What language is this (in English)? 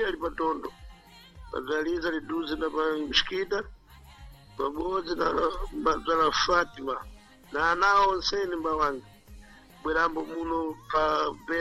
Sena